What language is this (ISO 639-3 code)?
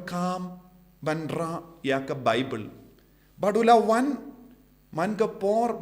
kha